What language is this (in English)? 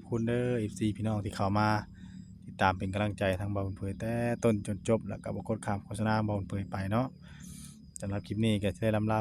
Northeastern Thai